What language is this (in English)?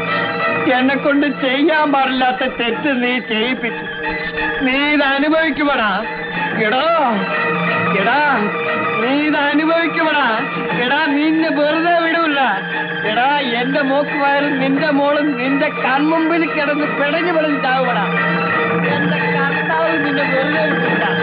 Malayalam